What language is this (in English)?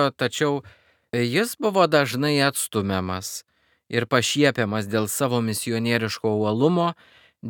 Lithuanian